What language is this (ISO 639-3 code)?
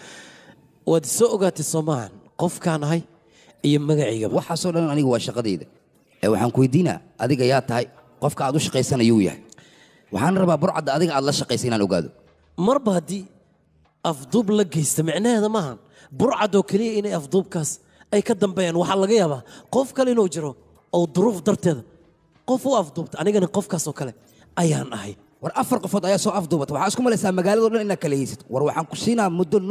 som